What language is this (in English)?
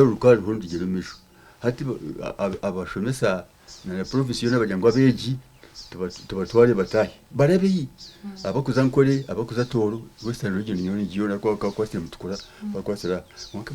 Nyankole